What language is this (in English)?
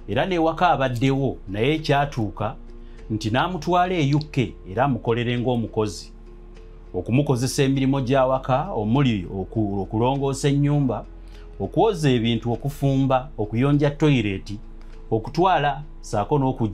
Ganda